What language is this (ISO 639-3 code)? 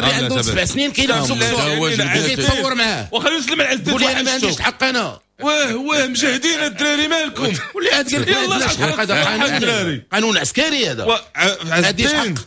ary